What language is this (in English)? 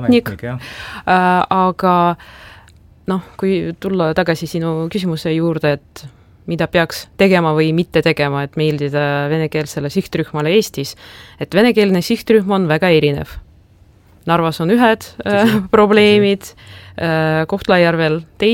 Estonian